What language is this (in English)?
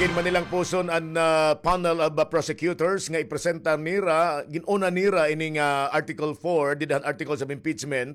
Waray